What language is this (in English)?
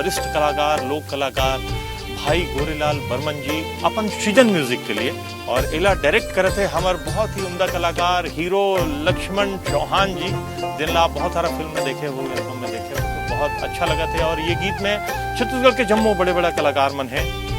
Chhattisgarhi